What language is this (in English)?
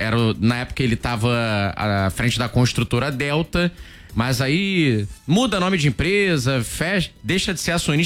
Portuguese